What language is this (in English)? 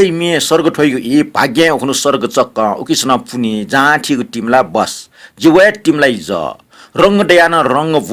Newari